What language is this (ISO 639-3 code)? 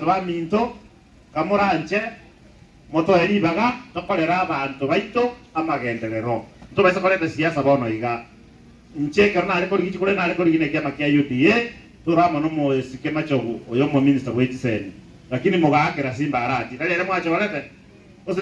guz